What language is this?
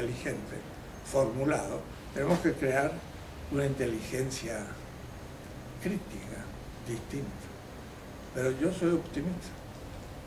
Spanish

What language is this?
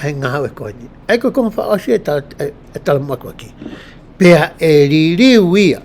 Tongan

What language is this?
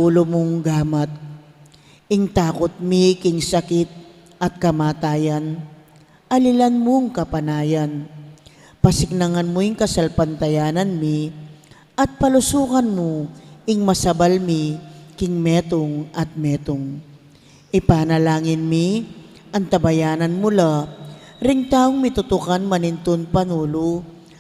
Pampanga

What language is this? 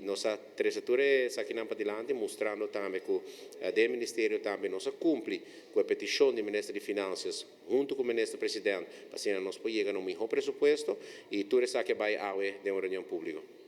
Papiamento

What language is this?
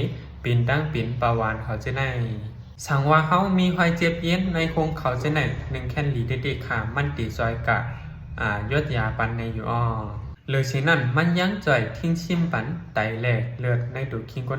Shan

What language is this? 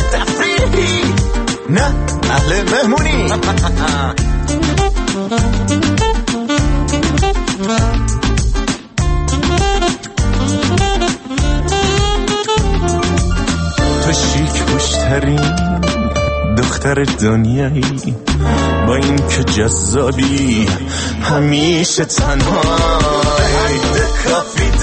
Persian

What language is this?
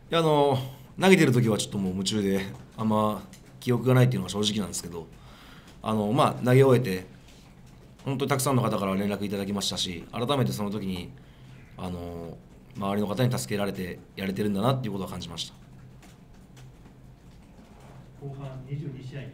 Japanese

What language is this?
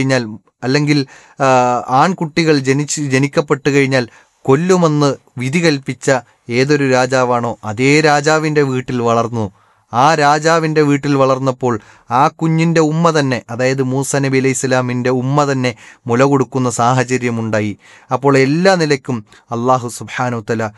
Malayalam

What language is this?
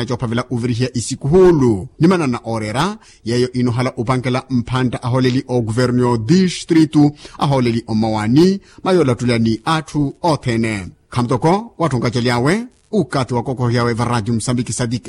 Makhuwa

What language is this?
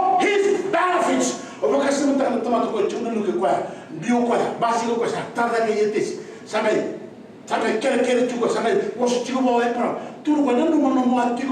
Fijian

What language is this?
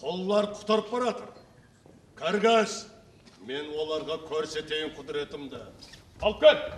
Kara-Kalpak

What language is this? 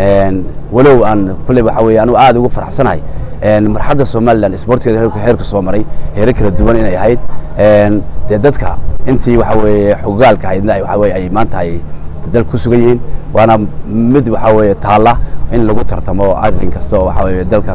Somali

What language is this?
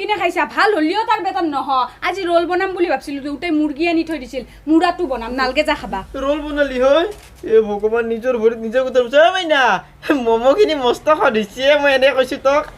Assamese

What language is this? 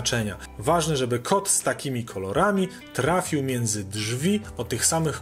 Polish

